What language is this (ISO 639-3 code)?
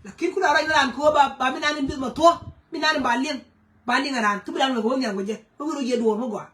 nus